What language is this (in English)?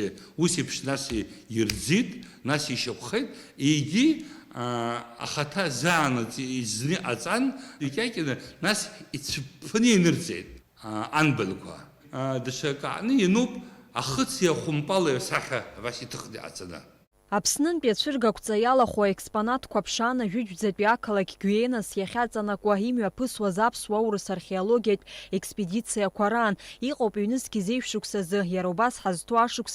Abkhazian